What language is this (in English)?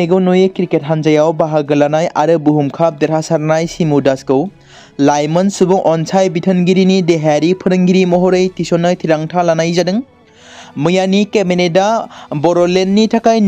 Bodo